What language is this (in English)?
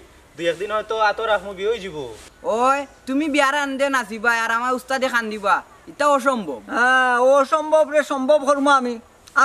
Sylheti